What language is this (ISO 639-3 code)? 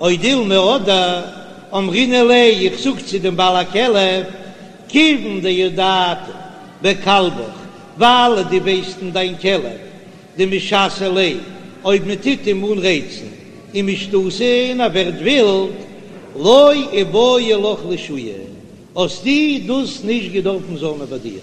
yid